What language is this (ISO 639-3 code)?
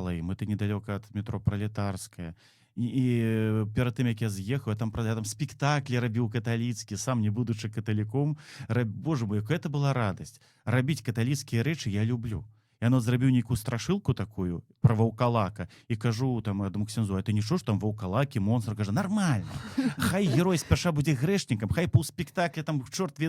bel